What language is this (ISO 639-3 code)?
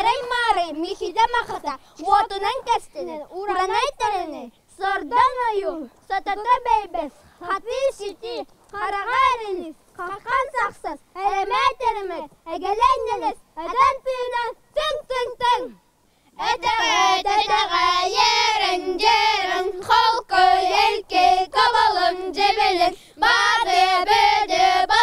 sah